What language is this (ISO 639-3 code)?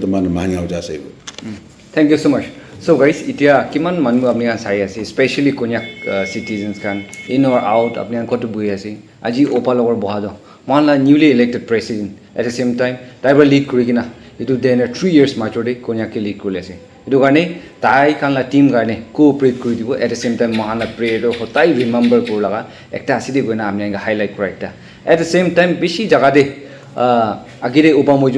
nag